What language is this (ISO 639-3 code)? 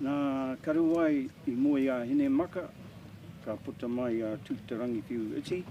mri